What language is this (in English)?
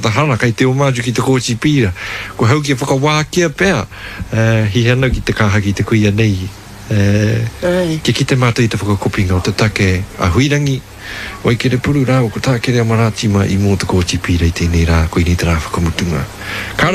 Māori